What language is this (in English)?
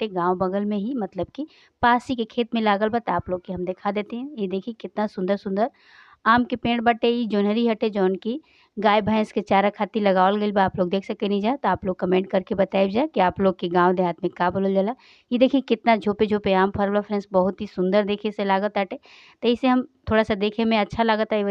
Bhojpuri